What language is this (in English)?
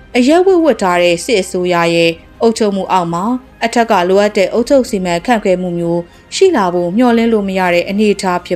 Burmese